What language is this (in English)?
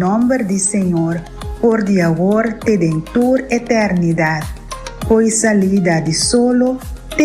Papiamento